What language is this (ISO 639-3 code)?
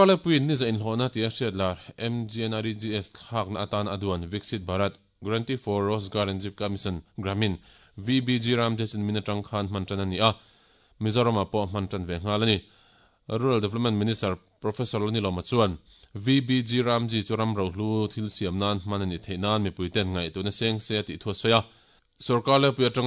lus